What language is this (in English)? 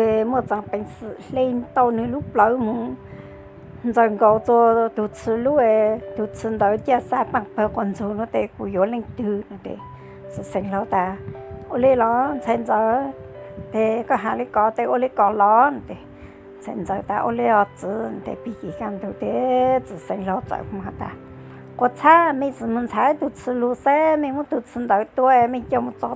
Hmong